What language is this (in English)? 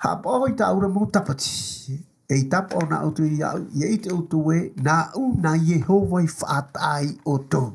Tahitian